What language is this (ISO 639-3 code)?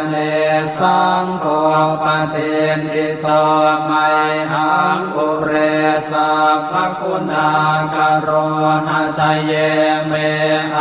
pli